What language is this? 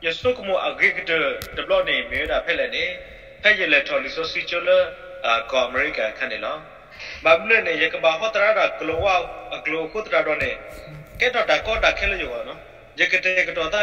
S'gaw Karen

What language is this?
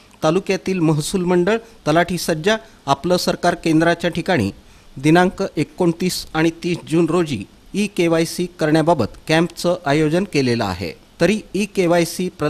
Marathi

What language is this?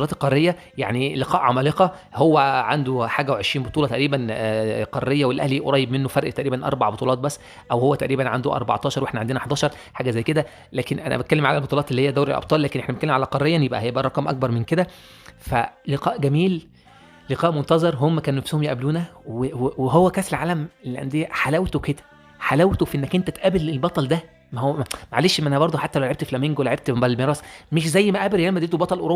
Egyptian Arabic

